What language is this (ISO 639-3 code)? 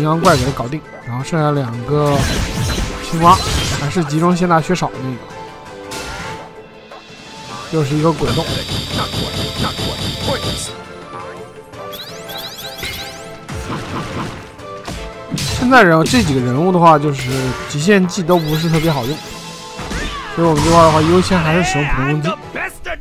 zho